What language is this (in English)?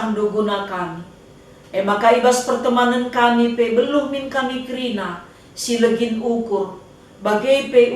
Batak Karo